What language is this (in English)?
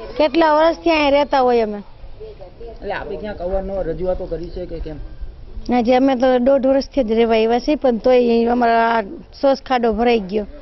Gujarati